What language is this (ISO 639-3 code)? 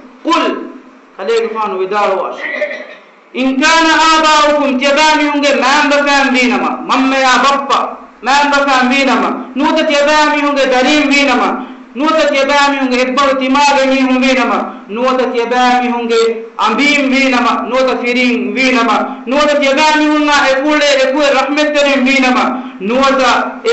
div